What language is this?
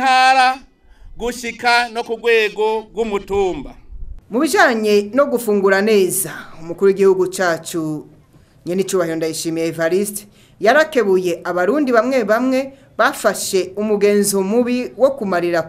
Rundi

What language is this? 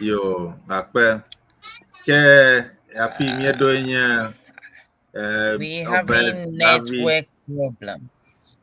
Ewe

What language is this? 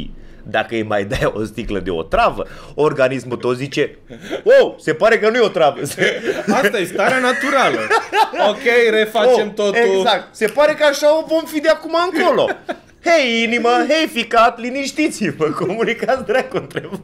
Romanian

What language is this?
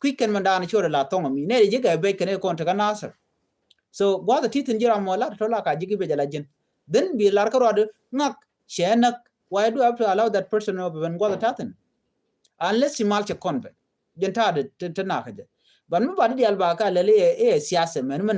Nuer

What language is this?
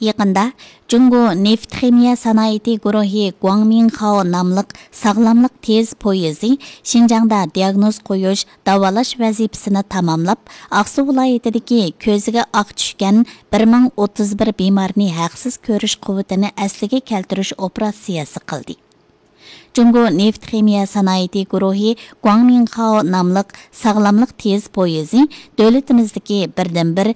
Uyghur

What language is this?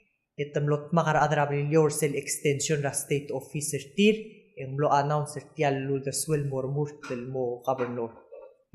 Palauan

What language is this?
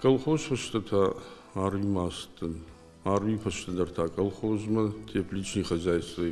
Ossetic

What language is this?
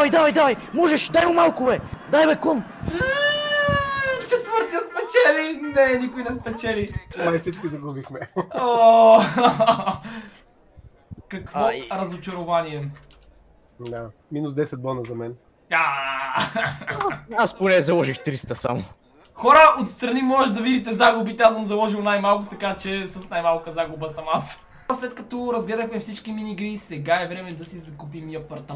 Bulgarian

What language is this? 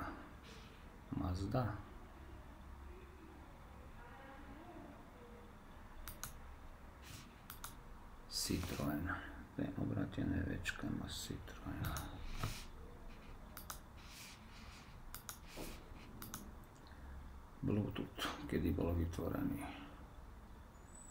Slovak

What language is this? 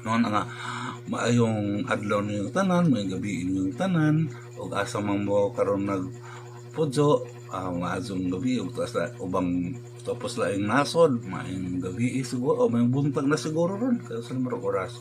Cebuano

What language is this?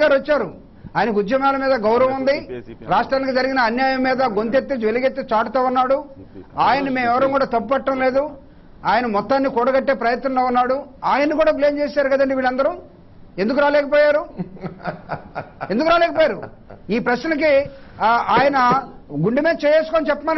Telugu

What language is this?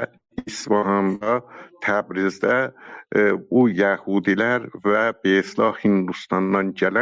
South Azerbaijani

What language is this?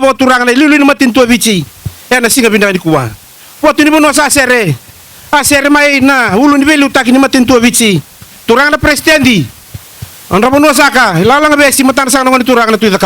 Fijian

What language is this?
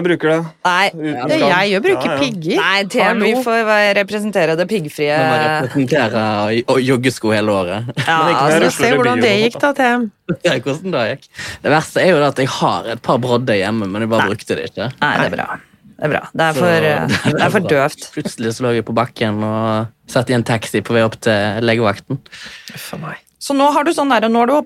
Norwegian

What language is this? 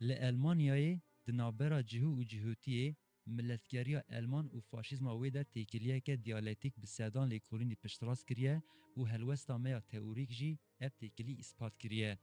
Kurdish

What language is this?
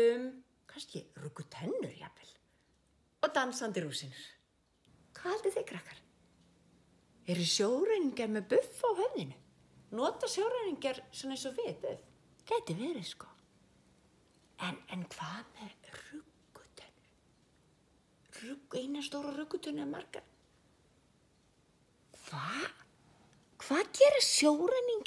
Icelandic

